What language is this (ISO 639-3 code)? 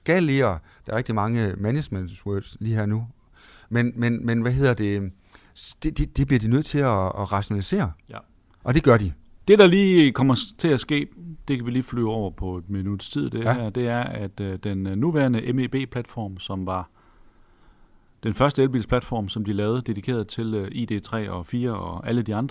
dan